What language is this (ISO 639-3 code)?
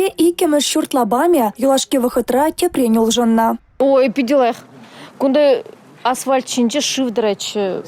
chv